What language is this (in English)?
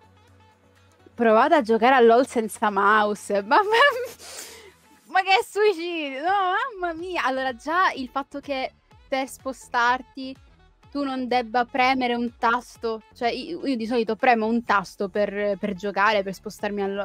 Italian